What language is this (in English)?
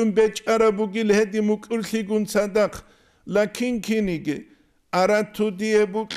Avaric